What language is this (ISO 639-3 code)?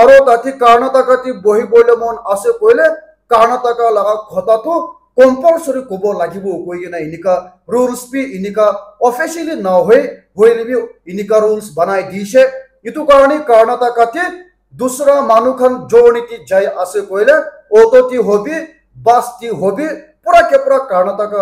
nag